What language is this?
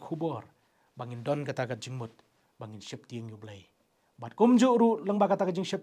Khasi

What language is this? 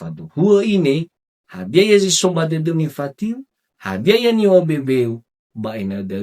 Nias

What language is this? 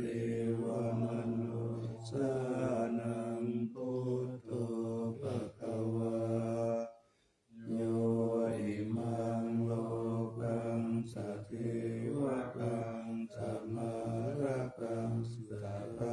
Pali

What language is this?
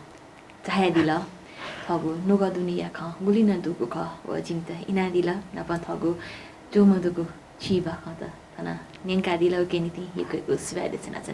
Newari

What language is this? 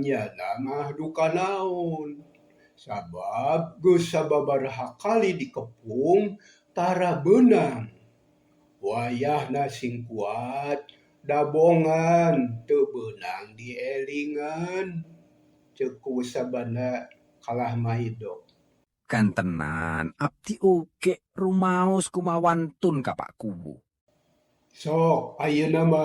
Sundanese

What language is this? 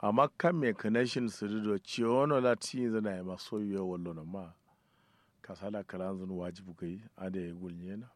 Kanuri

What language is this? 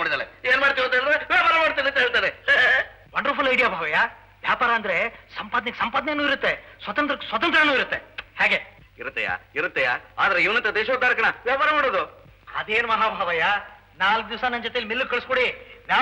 Kannada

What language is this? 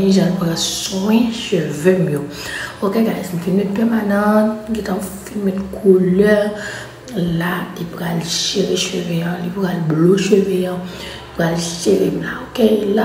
Haitian Creole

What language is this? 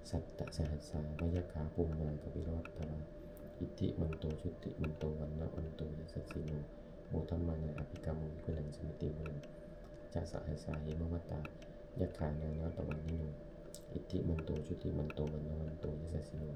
Pali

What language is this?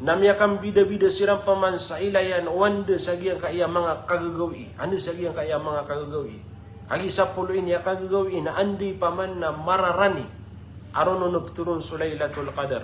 Maranao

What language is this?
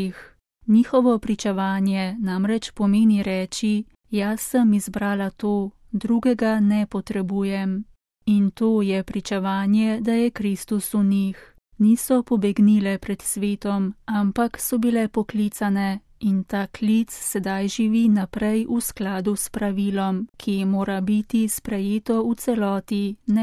Slovenian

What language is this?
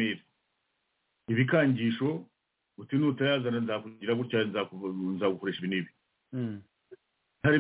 Kinyarwanda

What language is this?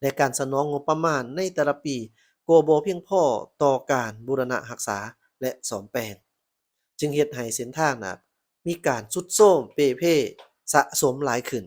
Lao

